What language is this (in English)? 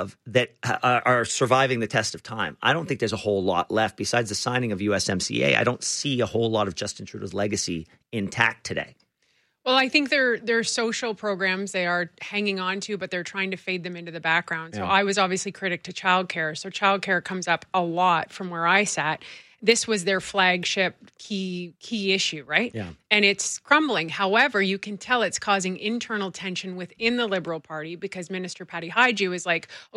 English